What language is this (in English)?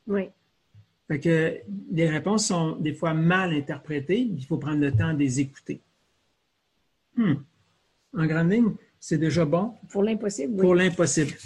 French